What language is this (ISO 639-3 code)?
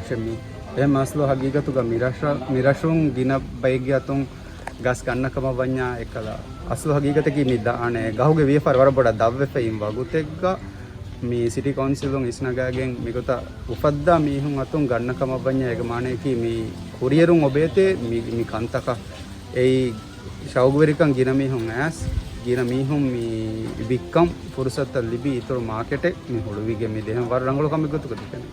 div